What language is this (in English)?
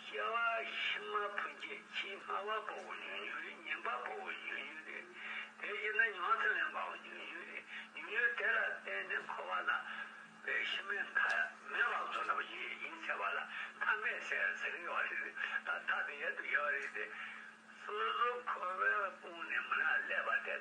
Tibetan